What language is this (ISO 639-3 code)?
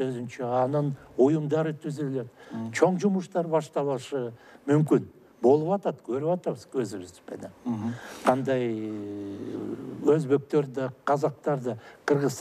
kir